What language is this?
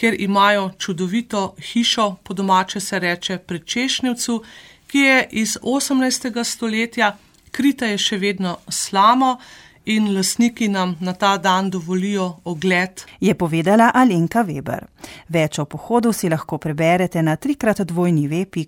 Slovenian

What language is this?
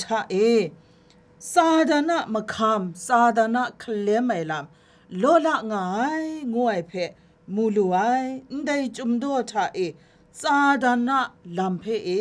Kachin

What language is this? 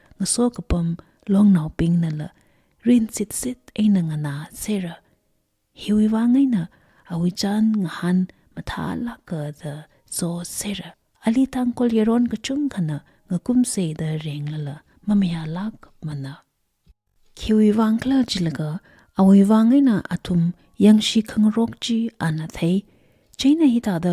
Tangkhul Naga (India)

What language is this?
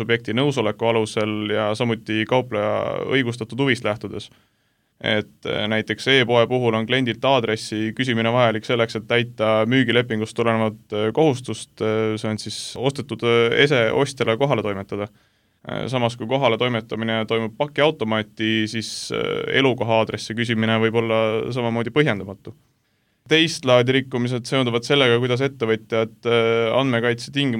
Estonian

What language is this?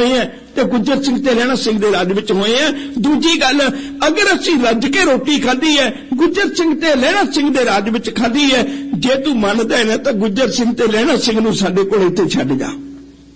Punjabi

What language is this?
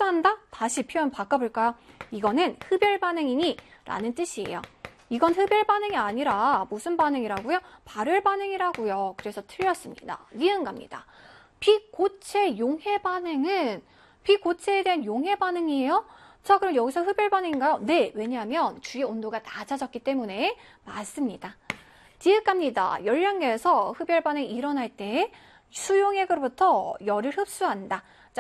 Korean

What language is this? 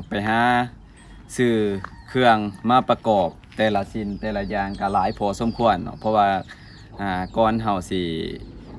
Lao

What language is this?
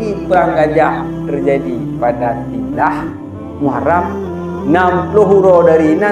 Achinese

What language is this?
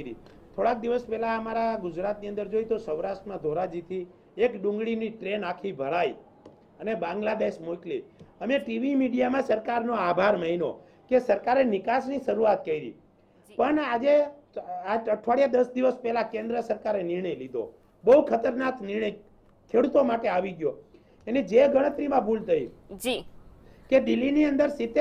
Gujarati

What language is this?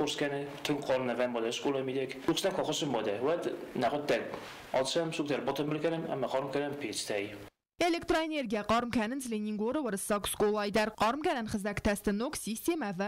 Ossetic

